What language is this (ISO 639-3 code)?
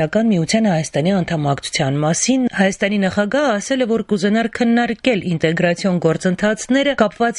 hye